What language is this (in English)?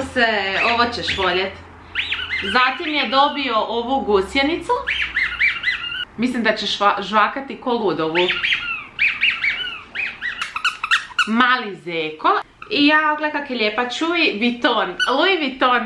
Croatian